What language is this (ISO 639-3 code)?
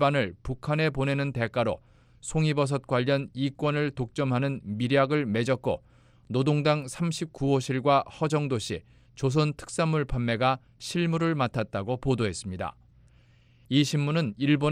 kor